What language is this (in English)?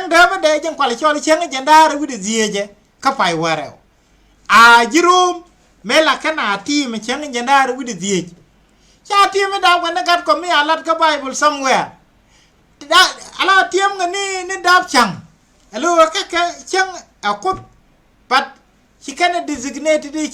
Nuer